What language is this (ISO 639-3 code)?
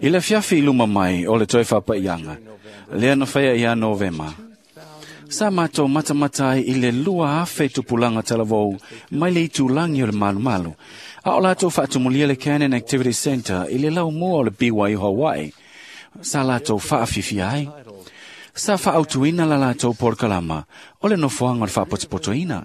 smo